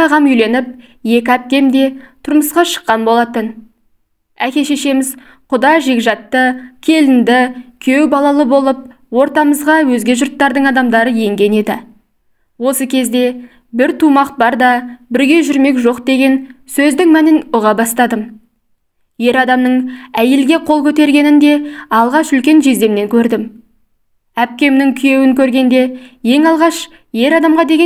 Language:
Kazakh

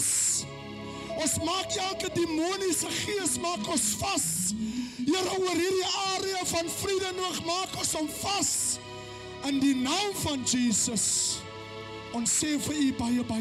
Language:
Afrikaans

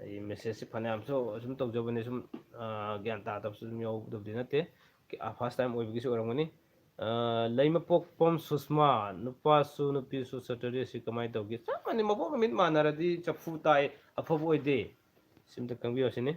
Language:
Manipuri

